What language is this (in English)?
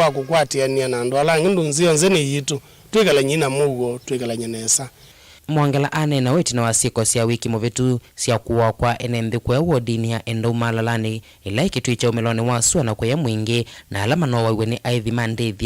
Kamba